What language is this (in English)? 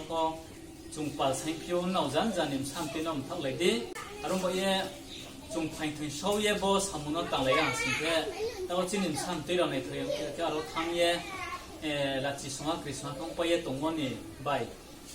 Riang (India)